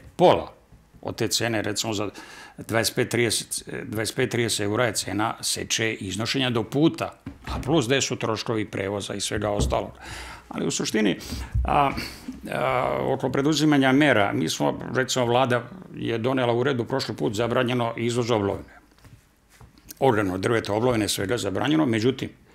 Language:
Serbian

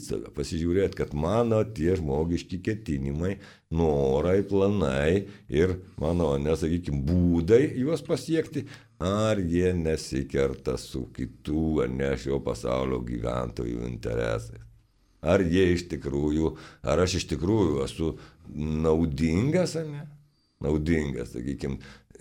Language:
Lithuanian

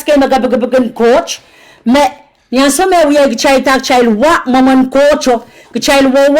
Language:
Pohnpeian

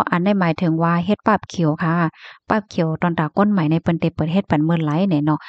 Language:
Shan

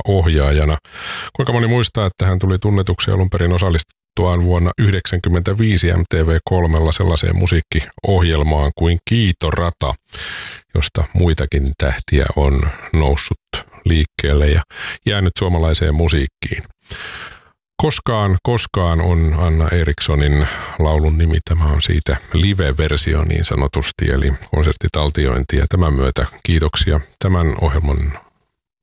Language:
Finnish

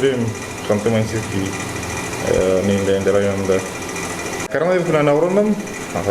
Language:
Bashkir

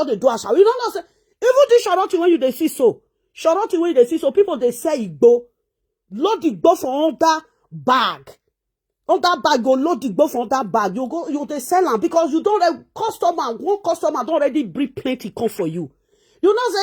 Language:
Nigerian Pidgin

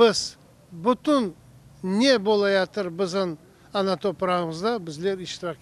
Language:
Crimean Tatar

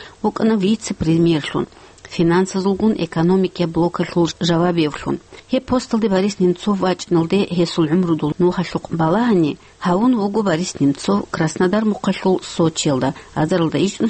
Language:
Avaric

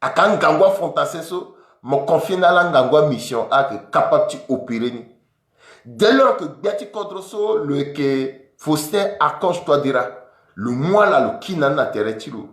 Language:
Sango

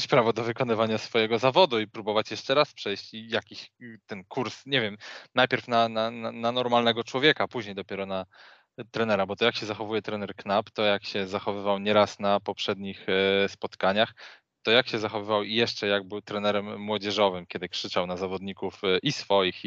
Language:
Polish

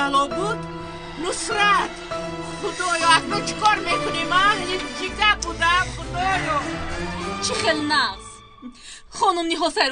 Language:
Tajik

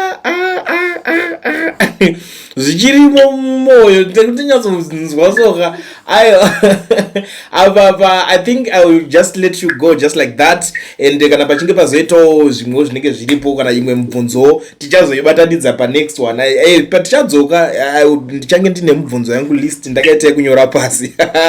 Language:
Shona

